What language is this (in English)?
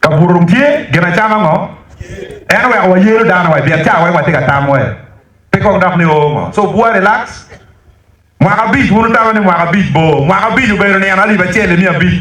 Acoli